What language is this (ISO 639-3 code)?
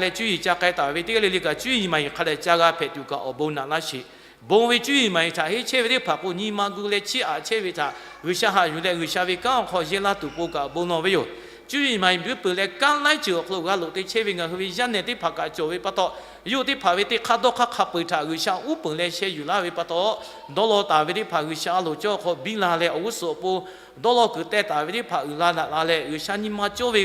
lhu